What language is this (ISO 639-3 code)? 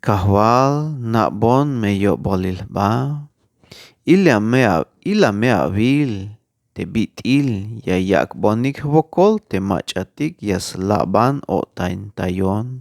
tzh